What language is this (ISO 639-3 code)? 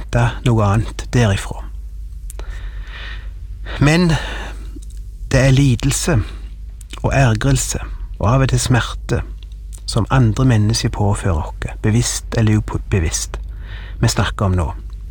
nor